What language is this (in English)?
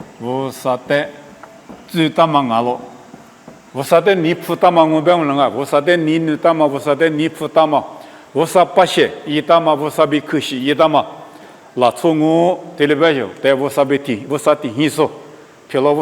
Lisu